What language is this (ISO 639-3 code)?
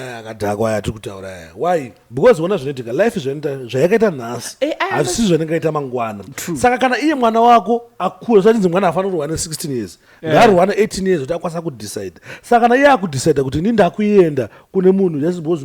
sna